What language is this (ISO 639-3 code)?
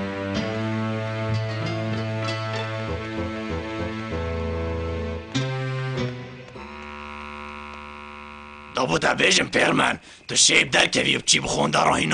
kur